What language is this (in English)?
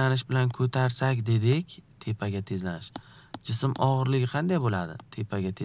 Uzbek